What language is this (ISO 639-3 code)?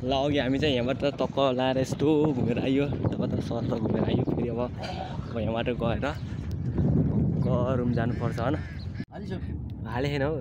nep